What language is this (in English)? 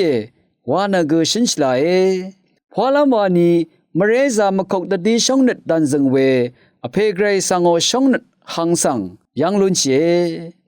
Rawang